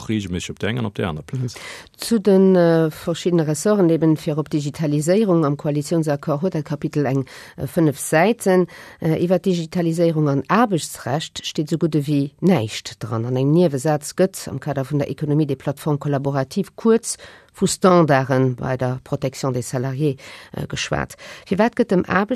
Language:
Luxembourgish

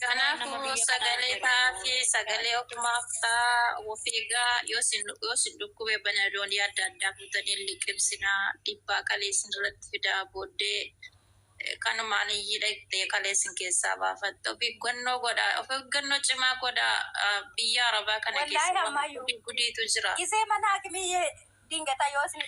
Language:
Oromo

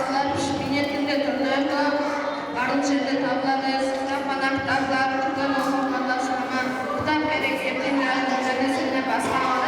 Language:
Kara-Kalpak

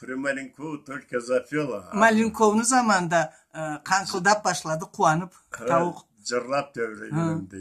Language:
Karachay-Balkar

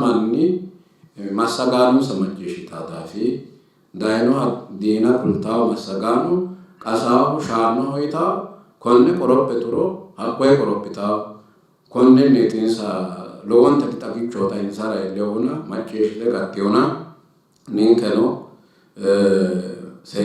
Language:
Sidamo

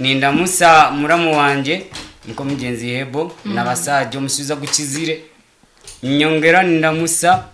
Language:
Nyoro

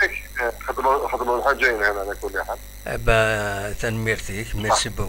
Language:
Kabyle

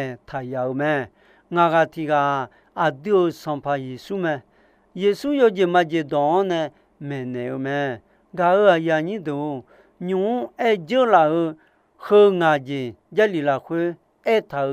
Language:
Akha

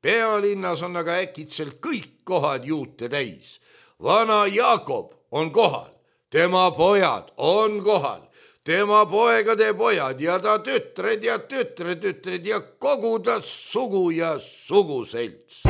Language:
Estonian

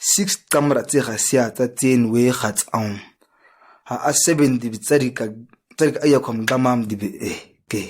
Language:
ǁGana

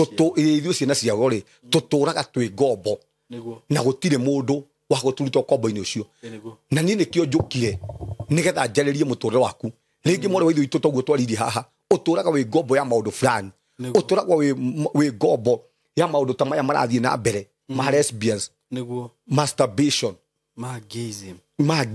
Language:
Kikuyu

